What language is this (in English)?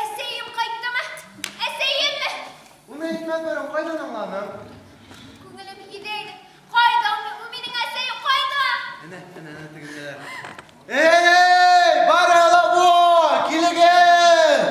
Bashkir